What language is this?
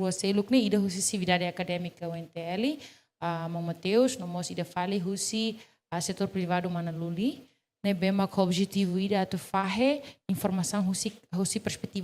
Tetum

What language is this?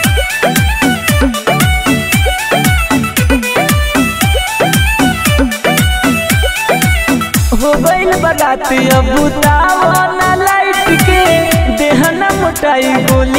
Bhojpuri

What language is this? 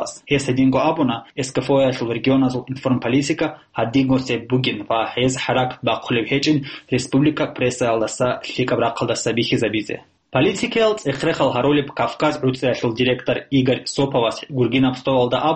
Avaric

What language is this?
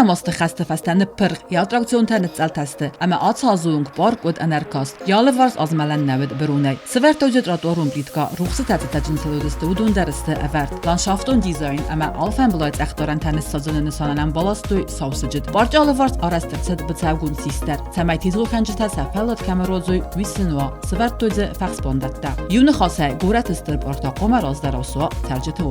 Ossetic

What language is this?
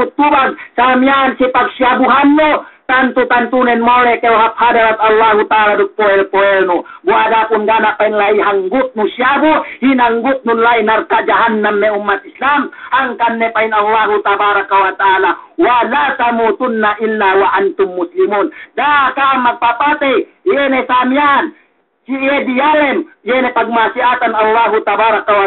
Yakan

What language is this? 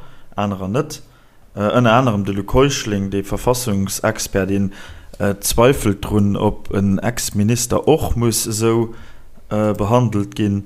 Luxembourgish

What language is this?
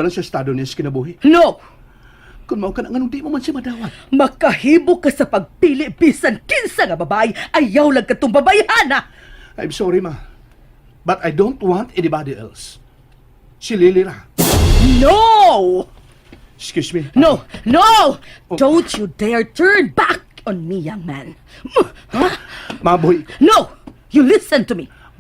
Cebuano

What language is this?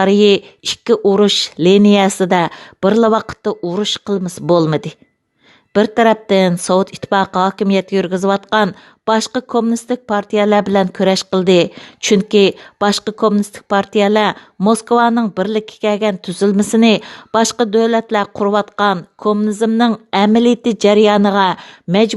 Uyghur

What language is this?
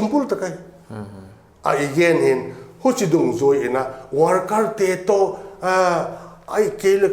Paite Chin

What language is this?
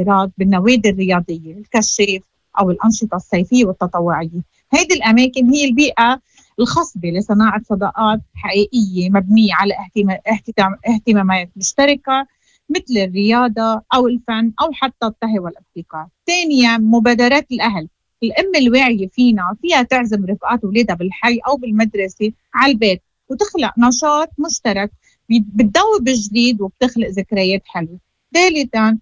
Moroccan Arabic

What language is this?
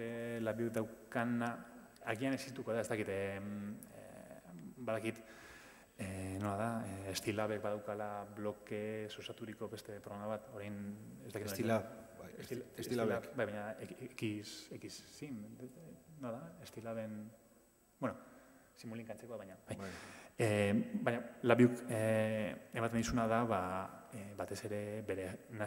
Basque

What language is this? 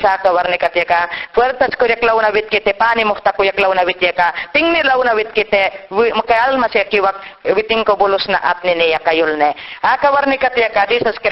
Mayangna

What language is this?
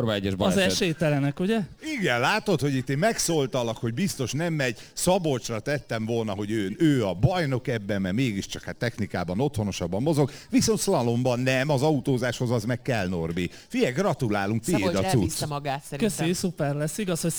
Hungarian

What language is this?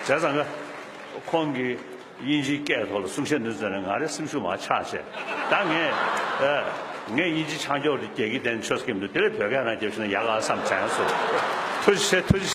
Tibetan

